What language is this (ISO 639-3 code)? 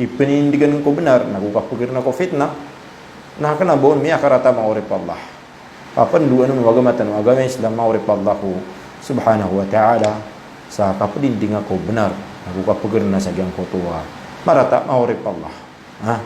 mrw